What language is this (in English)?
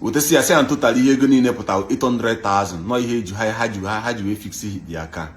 Igbo